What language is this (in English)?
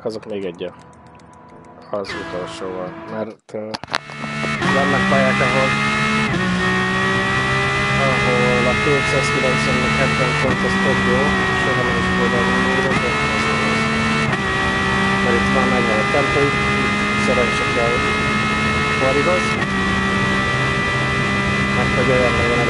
Hungarian